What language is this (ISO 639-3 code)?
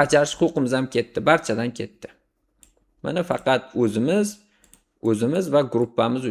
uzb